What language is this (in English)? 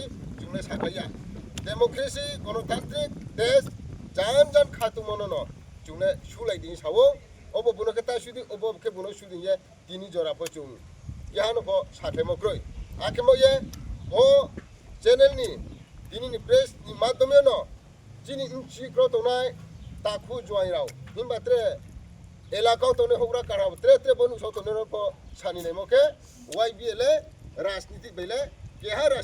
Riang (India)